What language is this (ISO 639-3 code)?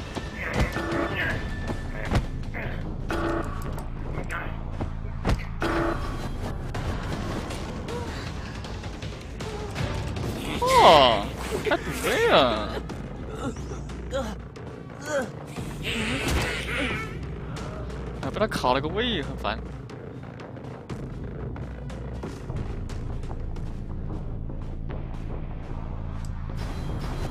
zho